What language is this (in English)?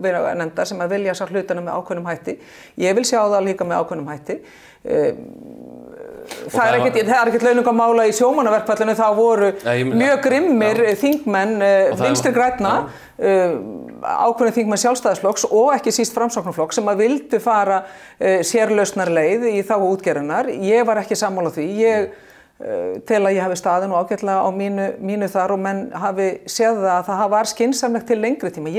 Icelandic